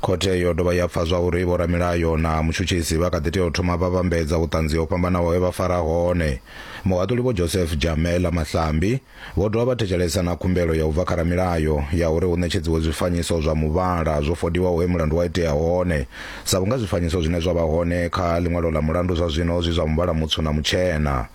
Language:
Venda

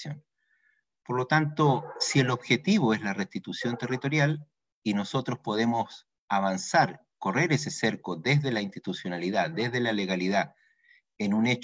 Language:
Spanish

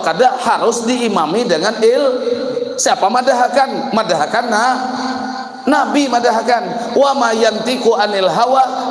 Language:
Banjar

